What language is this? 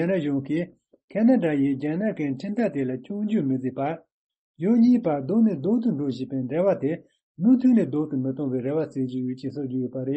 Tibetan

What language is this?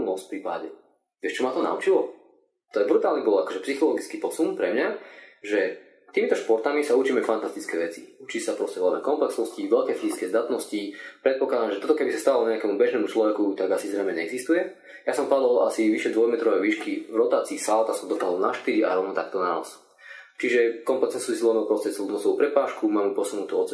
Slovak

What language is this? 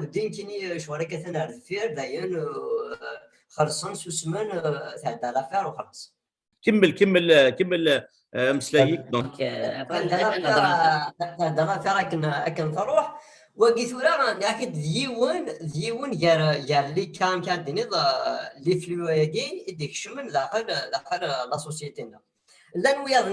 Kabyle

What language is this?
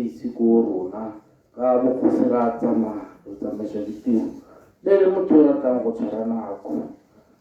Tswana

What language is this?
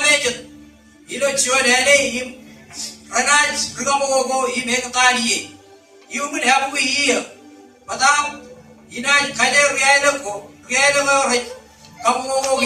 Marshallese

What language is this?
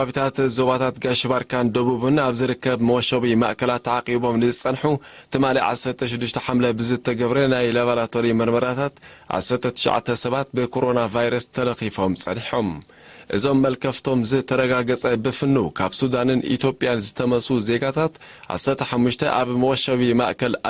Tigrinya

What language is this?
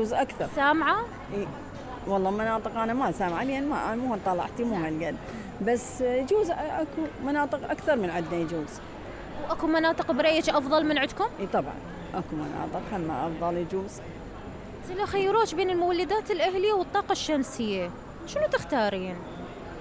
Mesopotamian Arabic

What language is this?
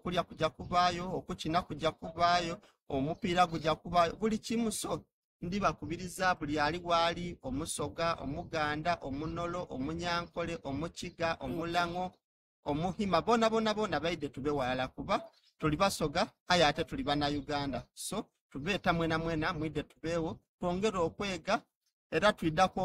Soga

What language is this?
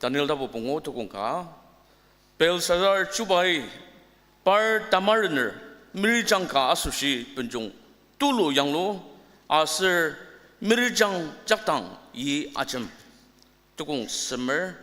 Ao Naga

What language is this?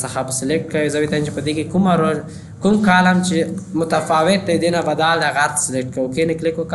Pashto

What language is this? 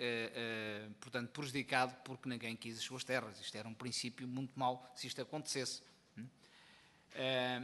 Portuguese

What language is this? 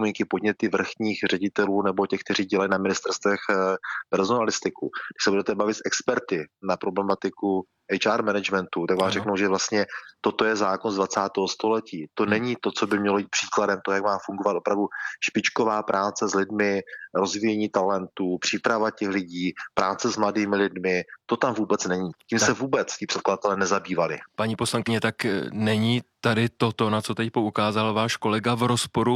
Czech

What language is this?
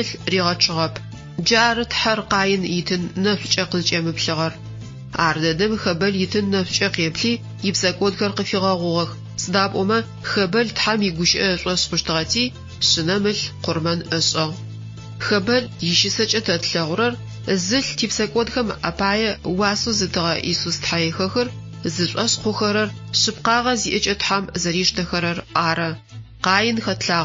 Adyghe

